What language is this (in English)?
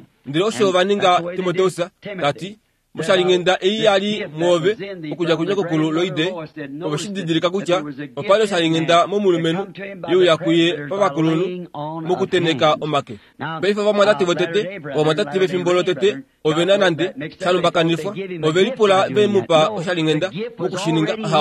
Kuanyama